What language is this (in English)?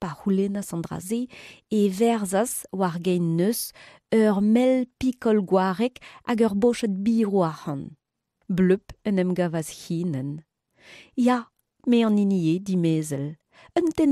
Breton